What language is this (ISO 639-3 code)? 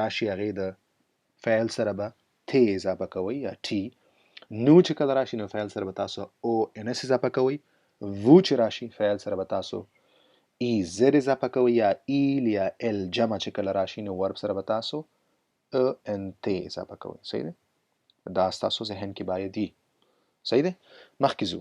pus